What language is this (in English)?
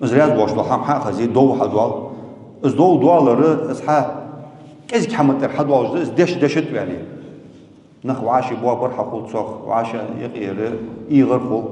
Ingush